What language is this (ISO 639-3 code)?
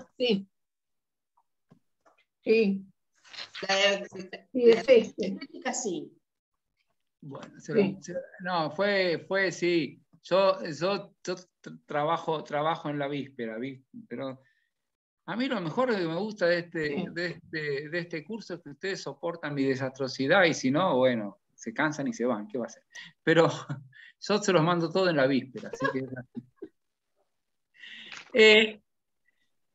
spa